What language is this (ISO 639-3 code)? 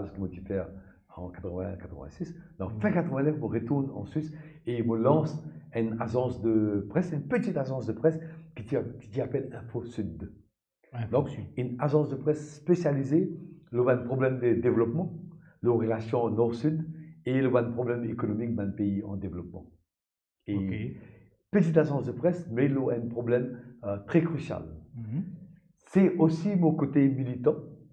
mfe